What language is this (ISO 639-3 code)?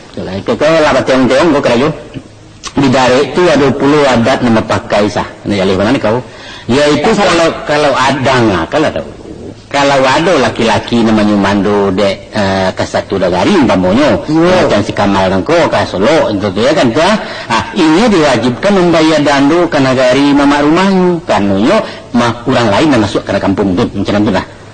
min